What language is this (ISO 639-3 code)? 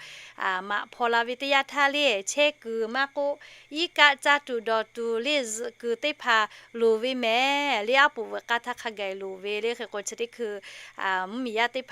lhu